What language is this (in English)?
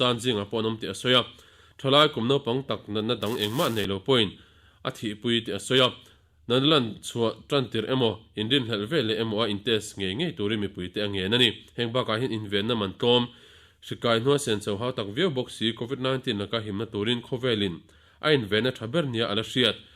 Mizo